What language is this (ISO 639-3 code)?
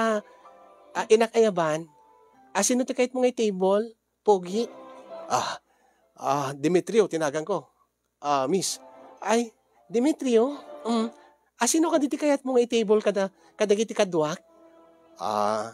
ilo